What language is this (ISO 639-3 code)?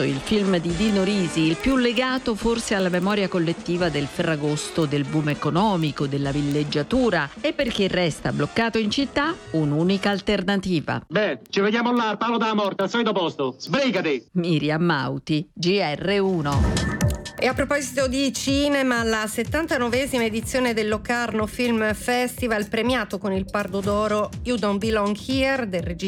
ita